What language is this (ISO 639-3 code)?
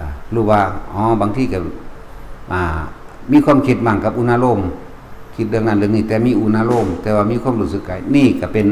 tts